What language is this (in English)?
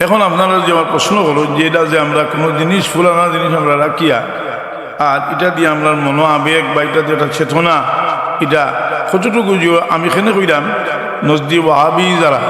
Sylheti